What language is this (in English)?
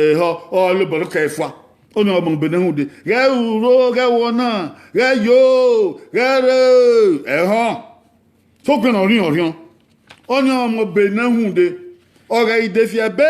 Bini